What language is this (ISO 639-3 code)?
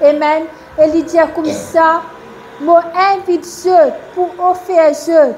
mfe